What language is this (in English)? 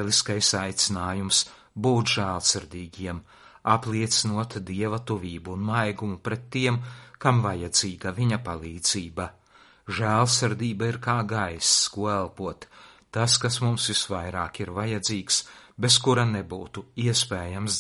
Latvian